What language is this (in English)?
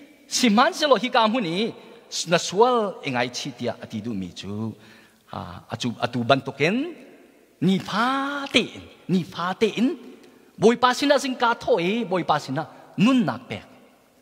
Hakha Chin